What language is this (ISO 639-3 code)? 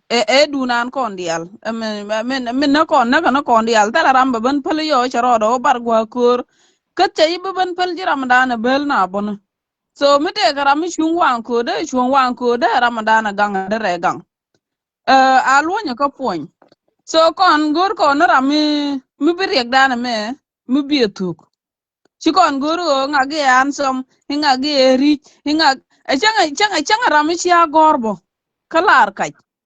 nus